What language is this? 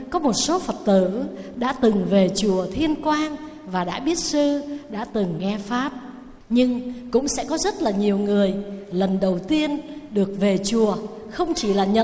Vietnamese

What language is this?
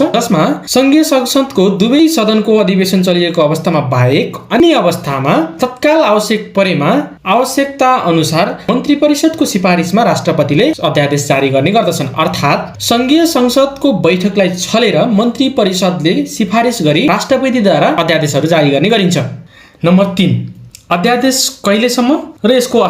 Nepali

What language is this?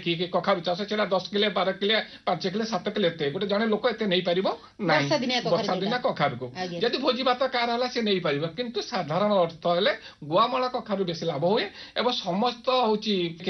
Odia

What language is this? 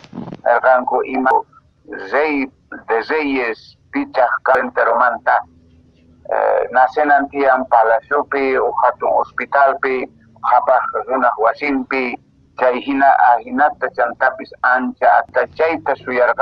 Quechua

